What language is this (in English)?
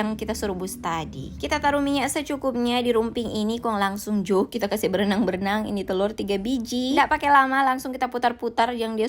Manado Malay